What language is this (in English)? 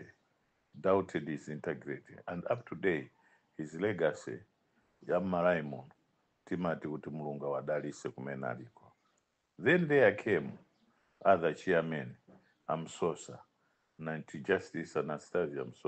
Nyanja